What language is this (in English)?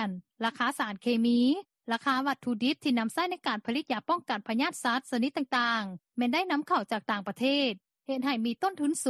Lao